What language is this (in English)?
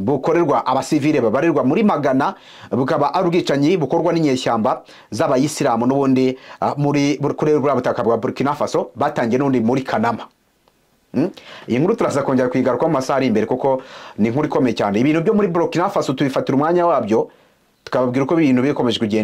Kinyarwanda